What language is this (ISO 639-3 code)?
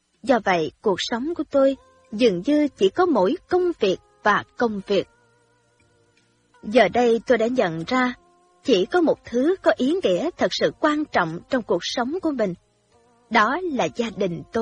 vie